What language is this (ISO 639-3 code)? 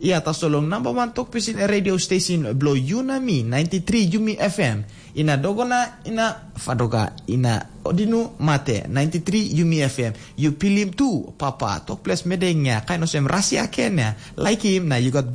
tpi